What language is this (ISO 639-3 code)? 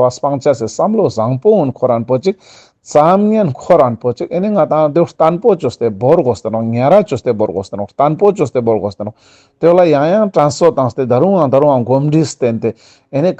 lbj